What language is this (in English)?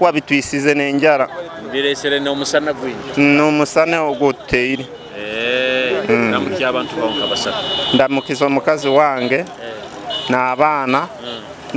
Nyoro